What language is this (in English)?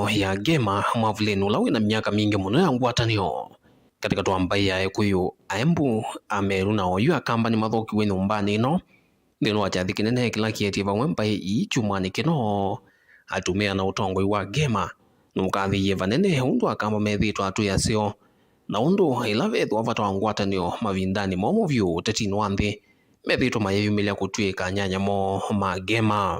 Kamba